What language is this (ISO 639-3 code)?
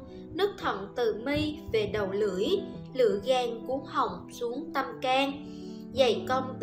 vie